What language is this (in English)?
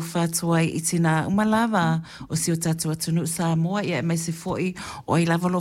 Samoan